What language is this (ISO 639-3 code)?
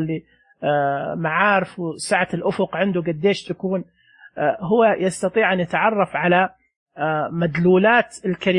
ars